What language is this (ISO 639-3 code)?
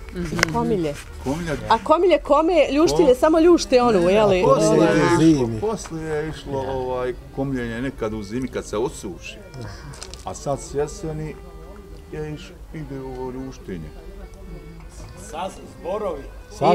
bos